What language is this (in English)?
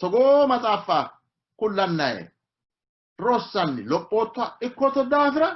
Sidamo